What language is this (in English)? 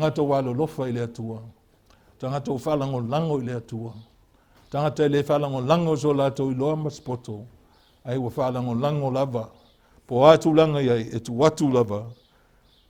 Samoan